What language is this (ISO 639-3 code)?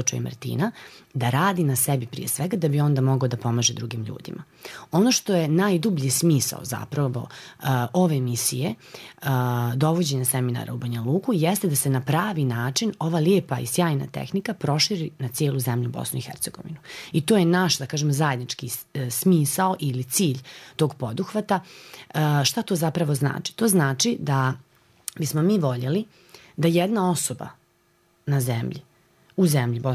srp